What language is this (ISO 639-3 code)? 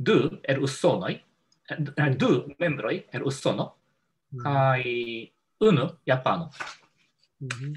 epo